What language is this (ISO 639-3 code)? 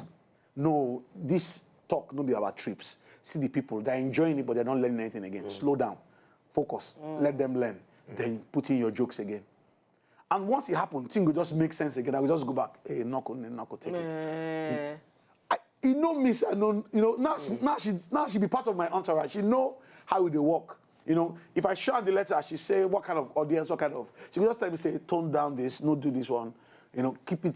pcm